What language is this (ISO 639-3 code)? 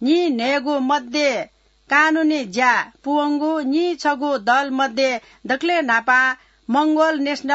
new